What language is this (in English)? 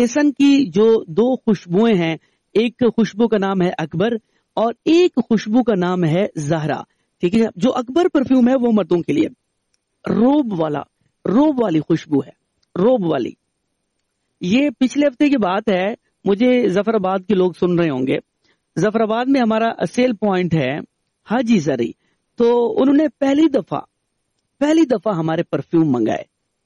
Urdu